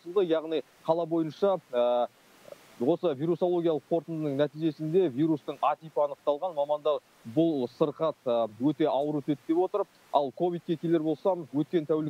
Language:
Kazakh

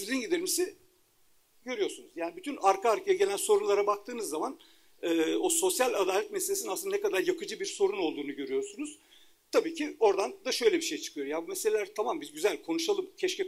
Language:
Turkish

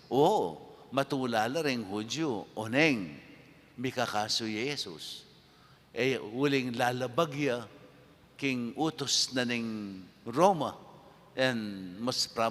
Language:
Pampanga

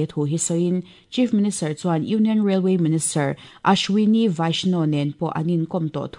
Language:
Mizo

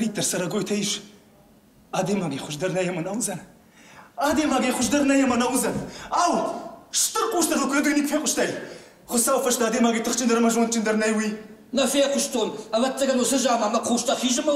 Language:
Ossetic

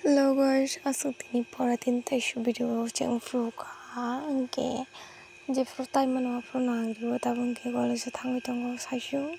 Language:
Kok Borok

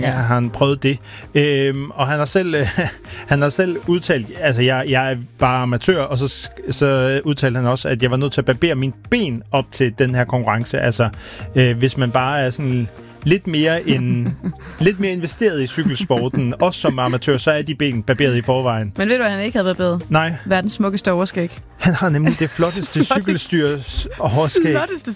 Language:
Danish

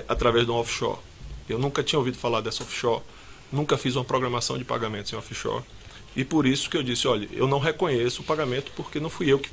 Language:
Portuguese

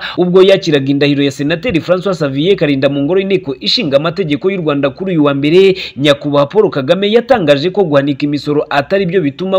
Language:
Kinyarwanda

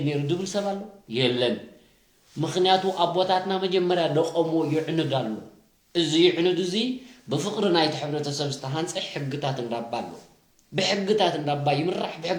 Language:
Tigrinya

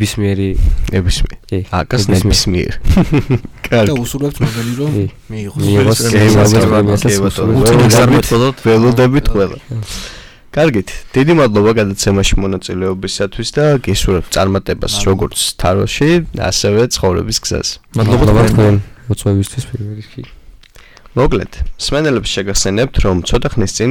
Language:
Georgian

